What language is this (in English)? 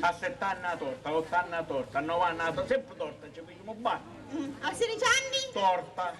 Sicilian